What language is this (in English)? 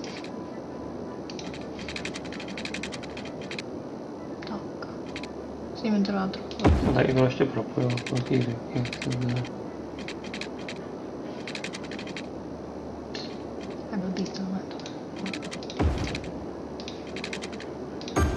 Czech